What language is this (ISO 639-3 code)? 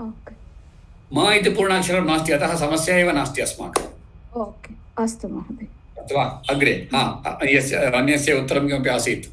san